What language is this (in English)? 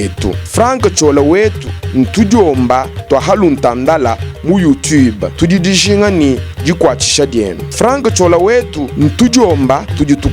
Luba-Lulua